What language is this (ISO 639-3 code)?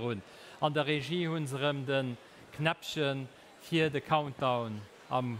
ltz